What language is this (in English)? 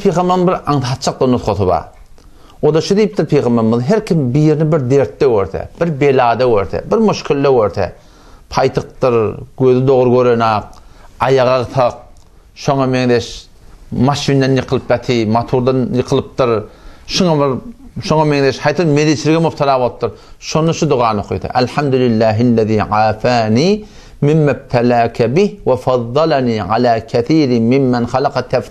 Turkmen